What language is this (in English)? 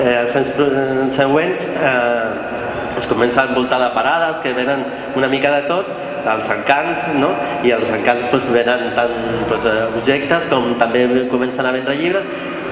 Catalan